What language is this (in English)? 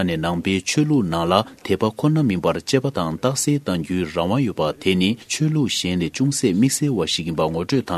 Tibetan